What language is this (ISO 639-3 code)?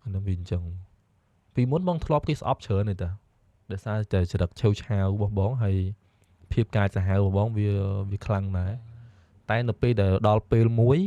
khm